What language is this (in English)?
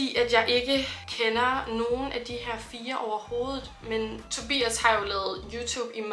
Danish